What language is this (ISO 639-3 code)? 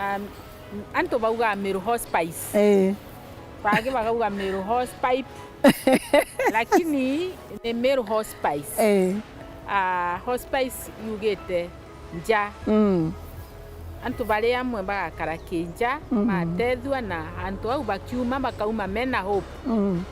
mer